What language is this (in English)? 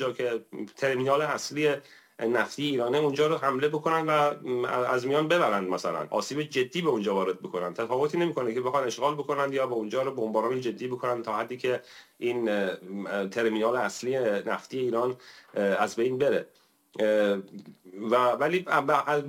Persian